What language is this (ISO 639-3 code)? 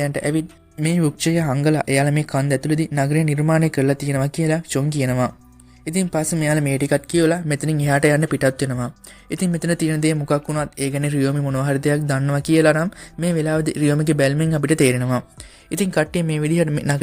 sin